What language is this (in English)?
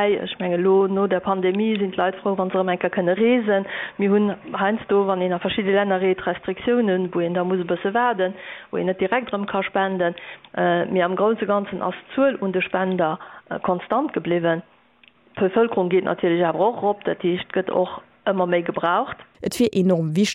Luxembourgish